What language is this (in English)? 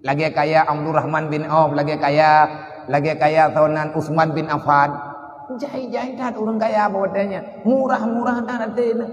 Achinese